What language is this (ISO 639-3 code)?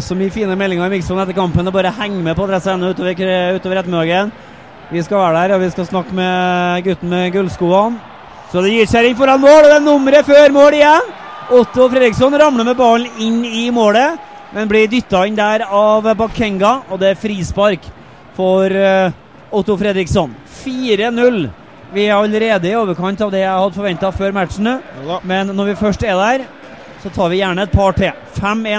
nor